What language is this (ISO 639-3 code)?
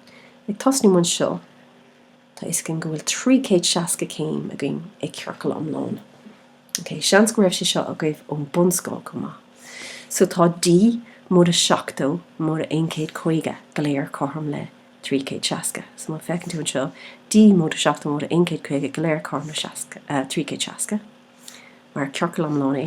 gle